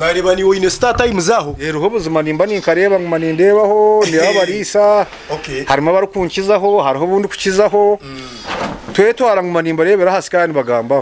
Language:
Nyankole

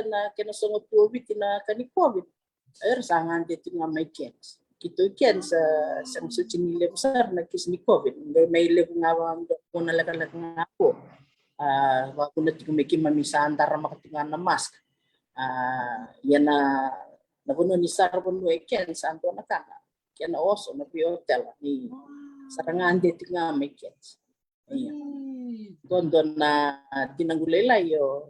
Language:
Fijian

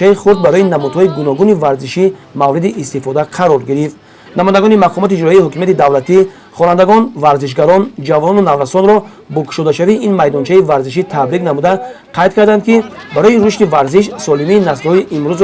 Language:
Tajik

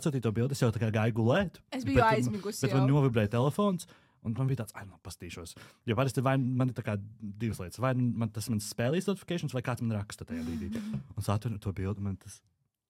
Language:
Latvian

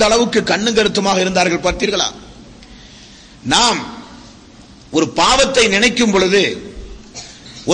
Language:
Tamil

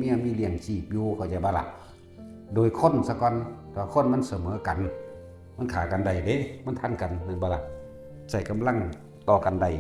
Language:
Northeastern Thai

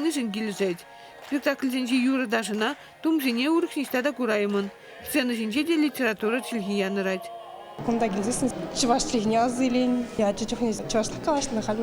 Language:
Chuvash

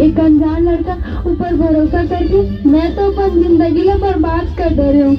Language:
Chhattisgarhi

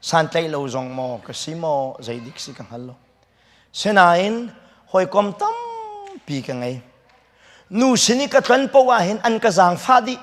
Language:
Hakha Chin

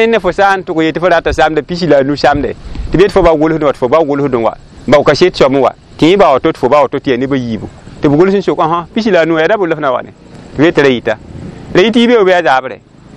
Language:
Mossi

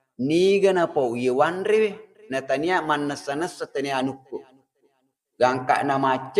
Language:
Buginese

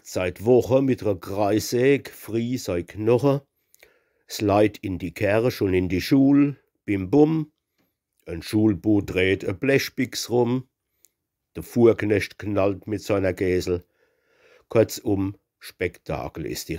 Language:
Palatine German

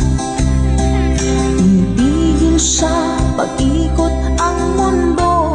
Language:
Filipino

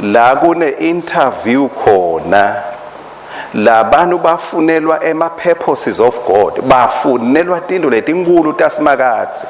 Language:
Swati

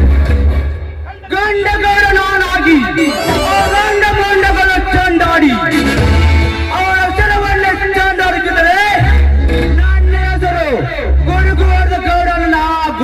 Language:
Kannada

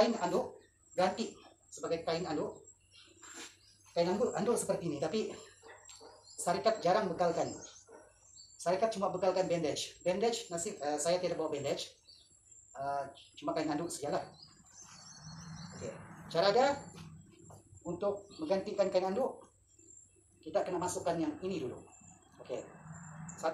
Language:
Malay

